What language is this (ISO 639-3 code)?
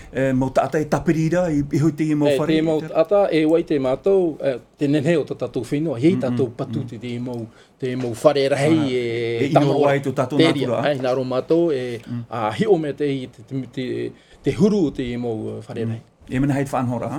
tah